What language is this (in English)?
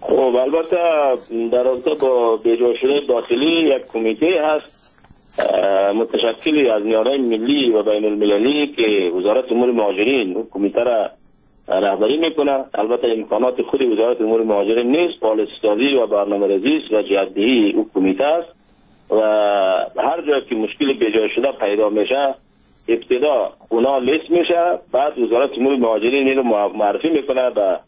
Persian